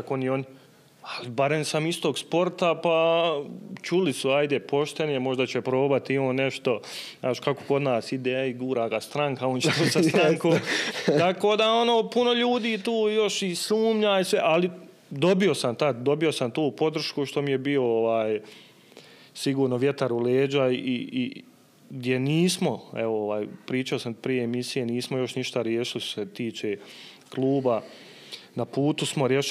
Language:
Bosnian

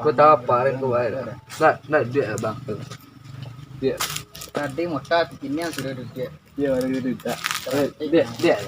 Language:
Minangkabau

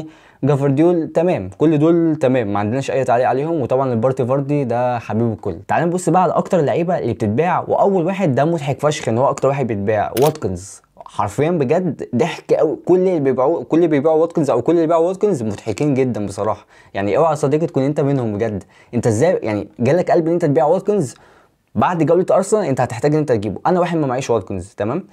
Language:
Egyptian Arabic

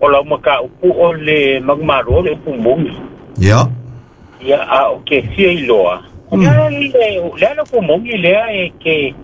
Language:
Samoan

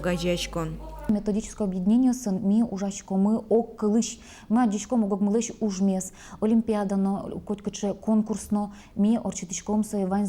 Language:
Udmurt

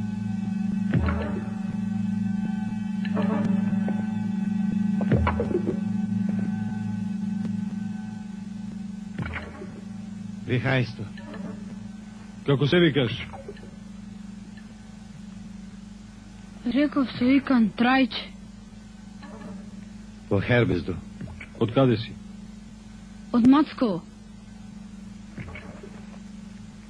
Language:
Macedonian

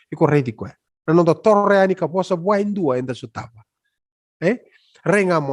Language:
Fijian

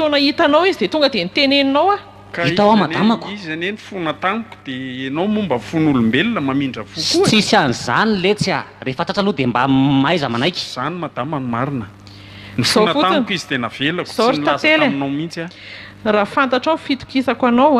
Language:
Malagasy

